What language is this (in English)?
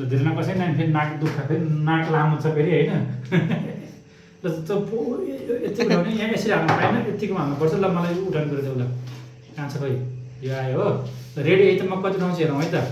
Nepali